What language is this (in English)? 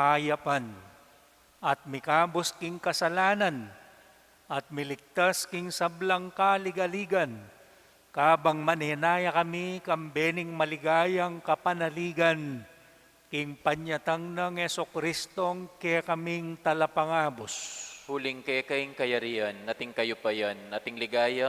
Pampanga